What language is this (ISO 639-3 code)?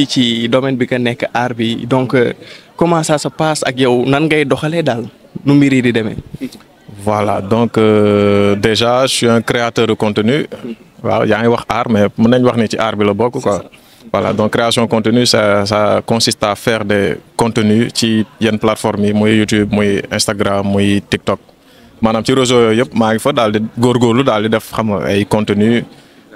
wol